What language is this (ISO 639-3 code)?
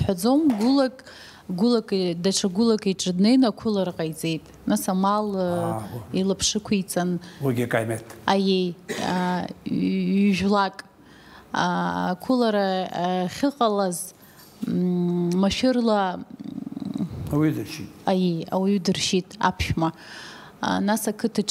abk